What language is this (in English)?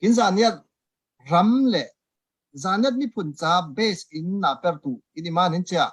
Falam Chin